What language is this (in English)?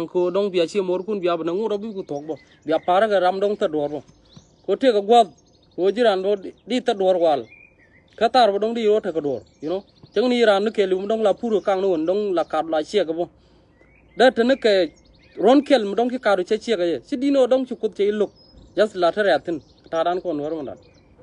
Nuer